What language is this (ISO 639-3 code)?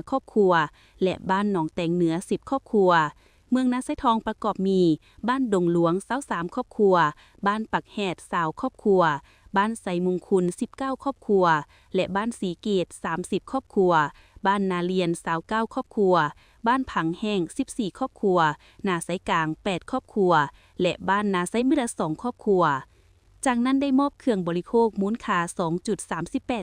lao